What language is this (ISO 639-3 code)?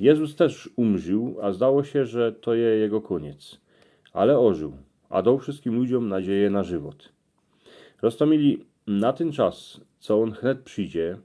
szl